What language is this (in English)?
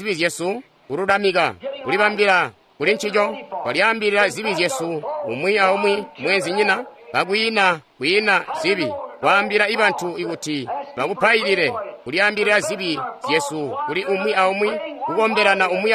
Tonga (Zambia)